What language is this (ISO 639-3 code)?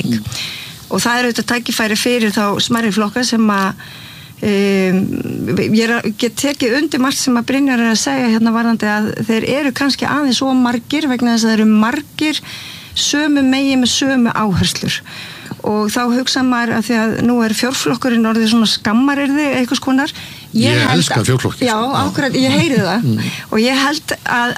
isl